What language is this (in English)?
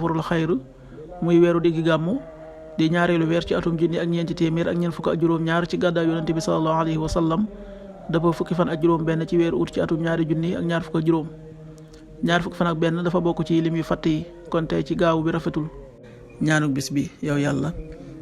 Wolof